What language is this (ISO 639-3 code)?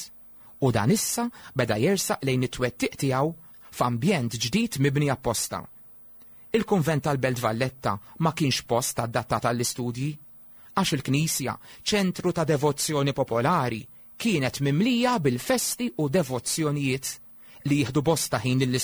mlt